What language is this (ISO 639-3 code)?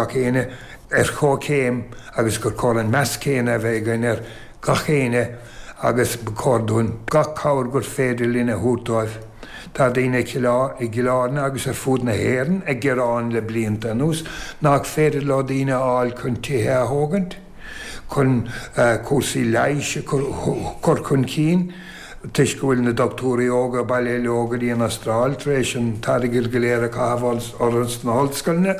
gle